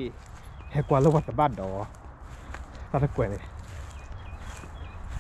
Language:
S'gaw Karen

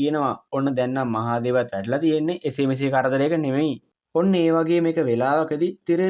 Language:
Sinhala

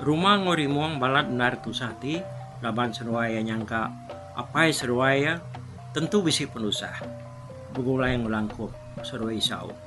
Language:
Iban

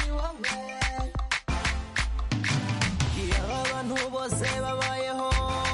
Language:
Kinyarwanda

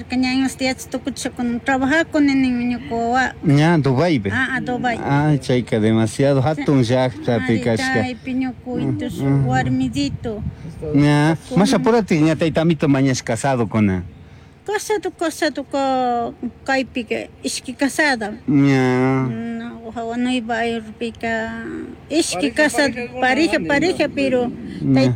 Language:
Chimborazo Highland Quichua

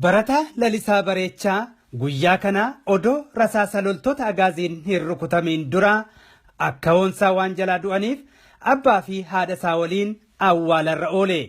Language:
Oromo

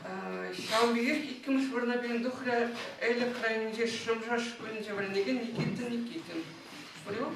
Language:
Chuvash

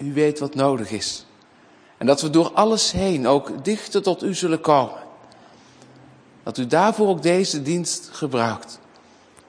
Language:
Dutch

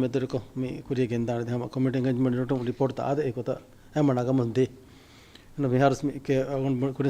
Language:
Divehi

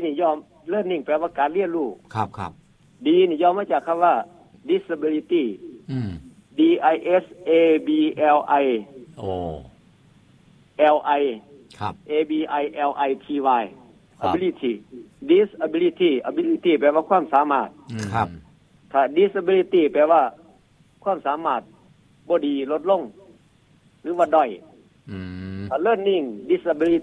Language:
Thai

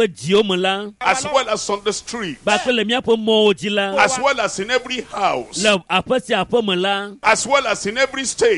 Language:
Ewe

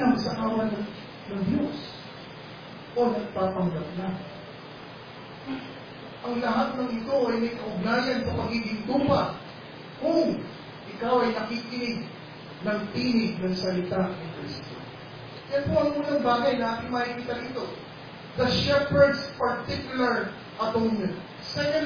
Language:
Filipino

